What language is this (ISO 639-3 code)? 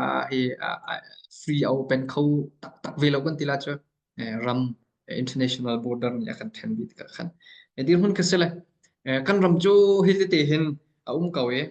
cnh